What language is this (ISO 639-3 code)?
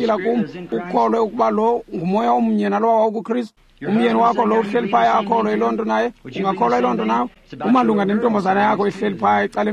xho